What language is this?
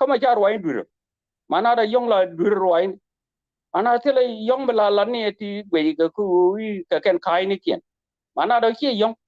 Nuer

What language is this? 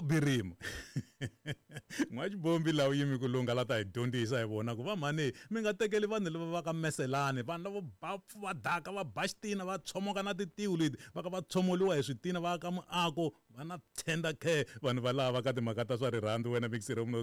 Tsonga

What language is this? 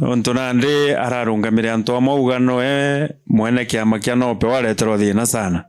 Meru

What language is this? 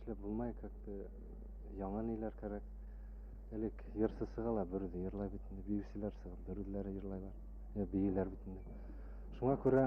Bashkir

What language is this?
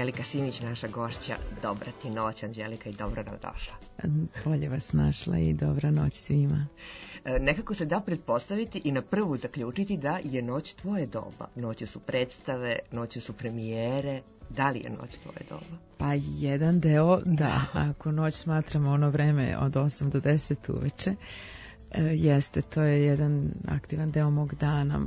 Serbian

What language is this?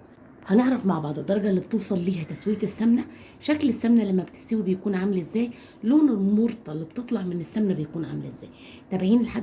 Egyptian Arabic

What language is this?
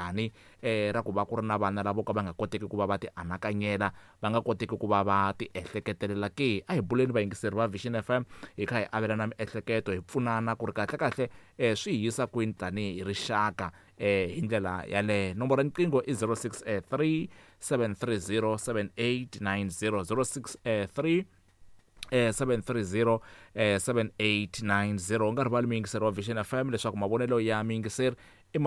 Tsonga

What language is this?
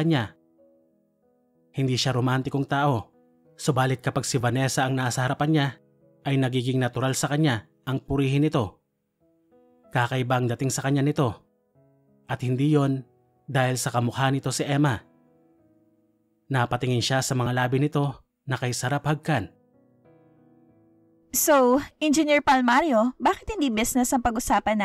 Filipino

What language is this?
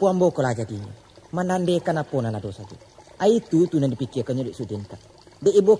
Minangkabau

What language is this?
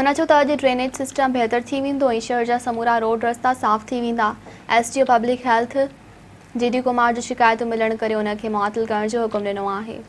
Sindhi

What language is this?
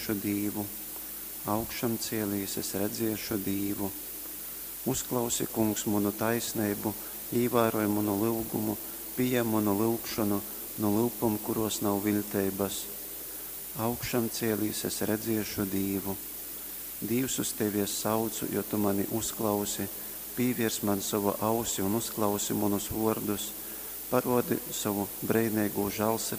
Latgalian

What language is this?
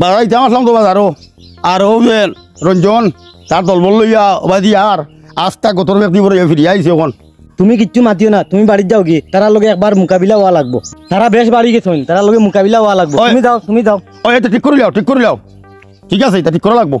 Sylheti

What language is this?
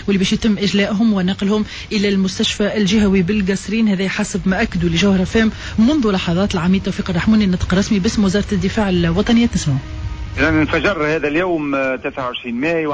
Tunisian Arabic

